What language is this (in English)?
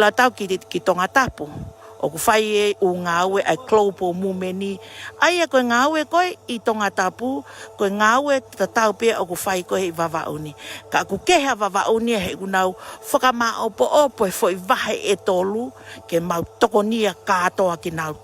Tongan